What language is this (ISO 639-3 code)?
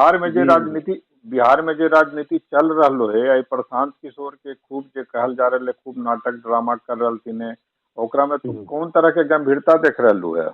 mag